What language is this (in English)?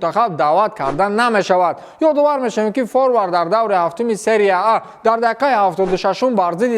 Tajik